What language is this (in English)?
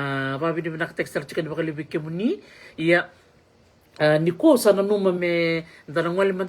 Fijian